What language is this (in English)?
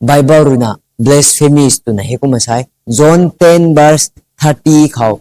Rongmei Naga